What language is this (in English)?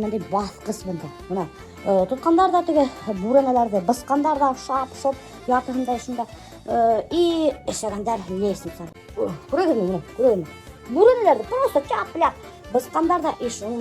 Bashkir